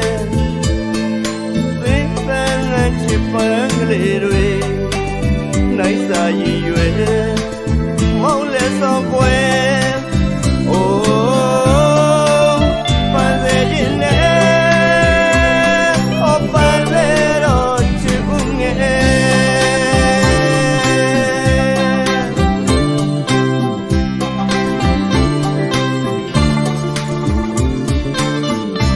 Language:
Burmese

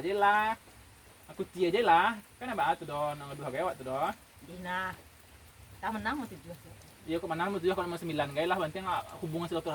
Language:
Minangkabau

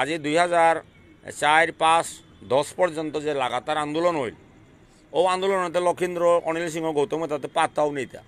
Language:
Bishnupriya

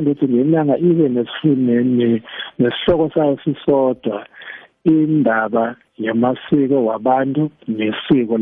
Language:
South Ndebele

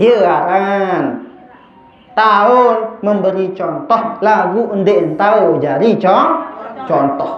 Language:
Sasak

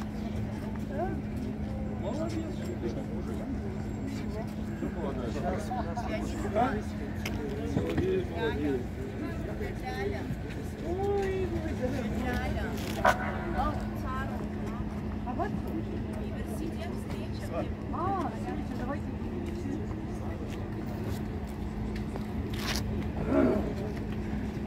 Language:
Russian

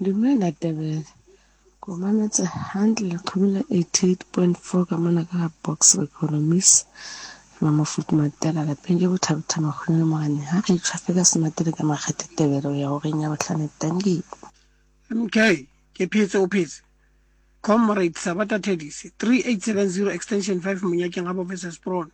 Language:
Southern Sotho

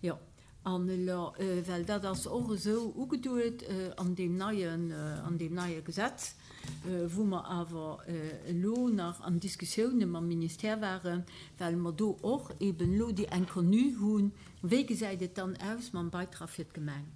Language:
Luxembourgish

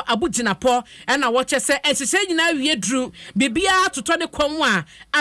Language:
Akan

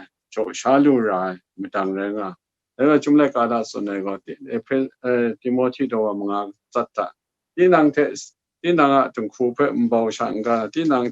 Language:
Kachin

